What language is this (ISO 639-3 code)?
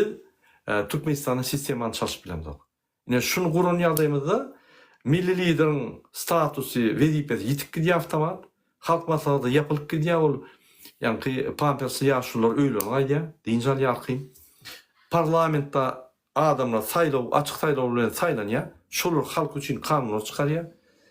tuk